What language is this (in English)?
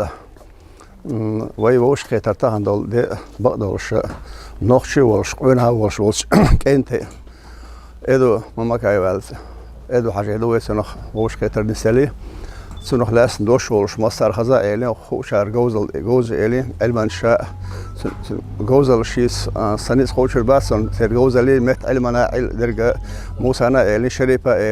Chechen